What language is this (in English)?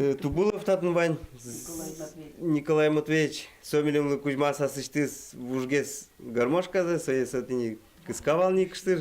Udmurt